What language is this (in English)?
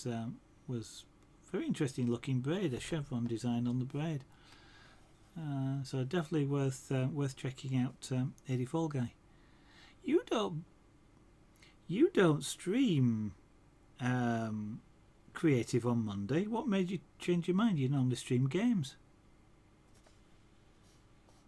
English